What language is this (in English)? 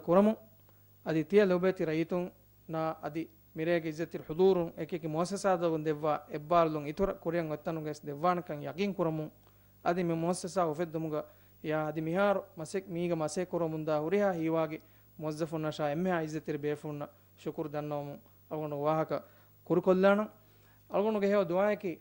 Divehi